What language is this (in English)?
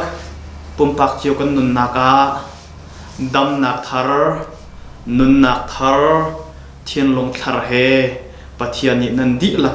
Hakha Chin